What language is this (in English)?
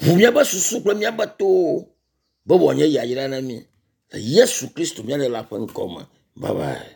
Ewe